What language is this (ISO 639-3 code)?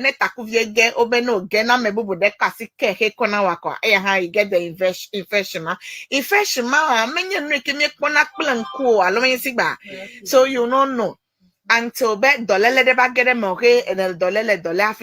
ewe